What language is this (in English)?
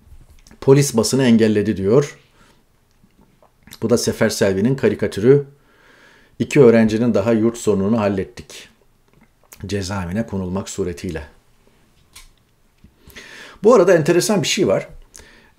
Turkish